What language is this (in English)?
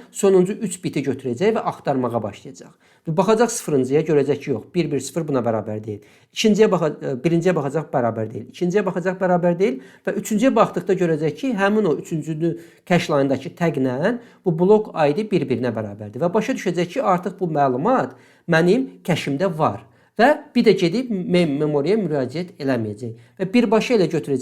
Azerbaijani